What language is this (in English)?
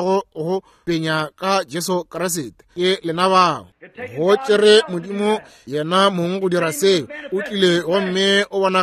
Northern Sotho